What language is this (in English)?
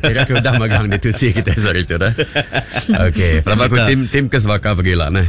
Iban